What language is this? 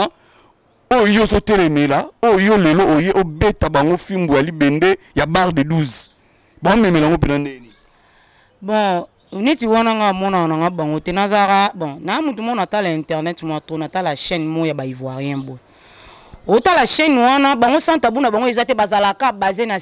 Lingala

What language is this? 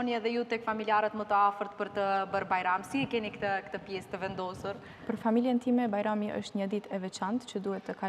Albanian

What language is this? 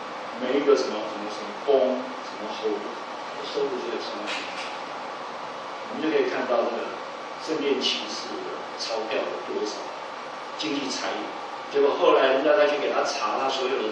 Chinese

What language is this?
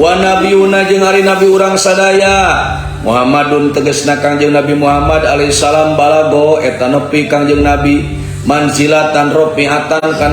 Sundanese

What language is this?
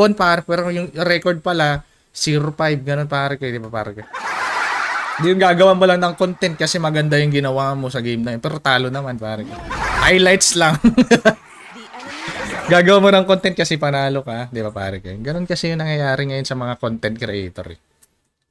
Filipino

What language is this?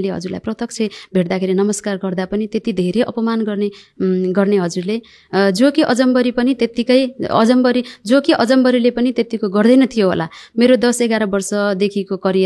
Nepali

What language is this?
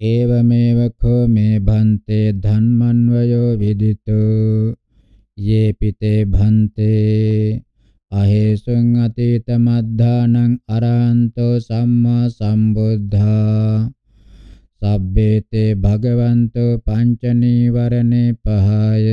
Pali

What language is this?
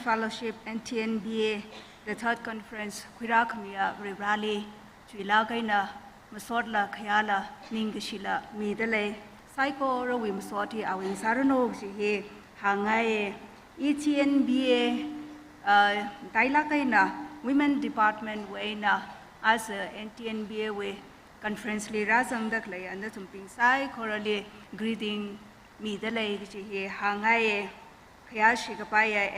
Tangkhul Naga (India)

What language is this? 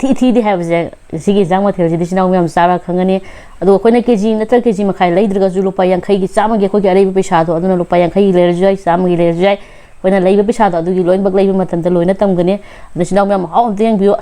Manipuri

